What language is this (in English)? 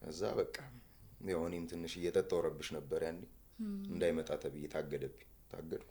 Amharic